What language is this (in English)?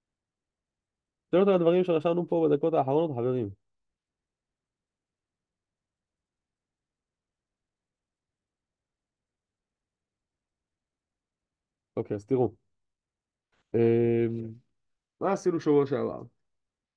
Hebrew